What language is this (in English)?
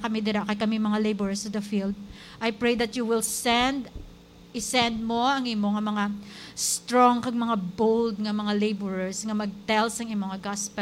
Hiligaynon